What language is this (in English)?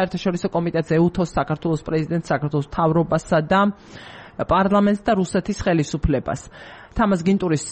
Georgian